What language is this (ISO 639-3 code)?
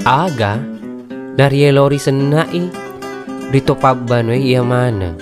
bug